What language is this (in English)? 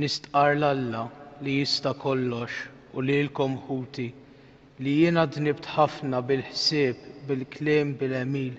Maltese